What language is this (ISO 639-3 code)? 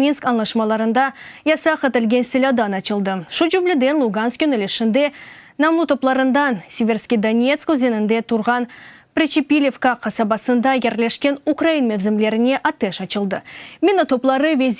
crh